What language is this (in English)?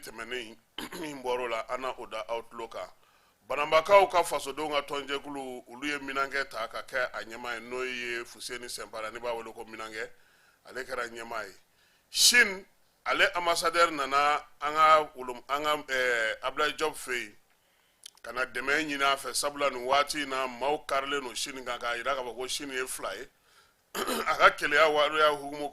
Bambara